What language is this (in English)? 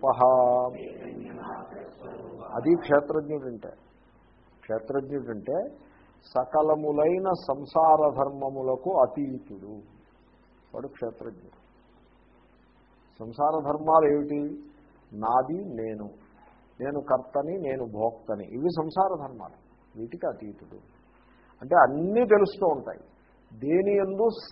Telugu